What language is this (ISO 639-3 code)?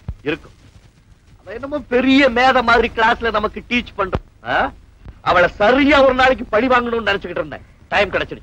tam